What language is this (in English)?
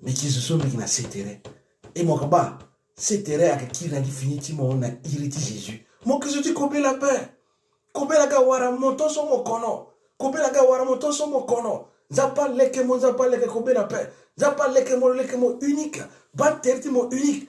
Sango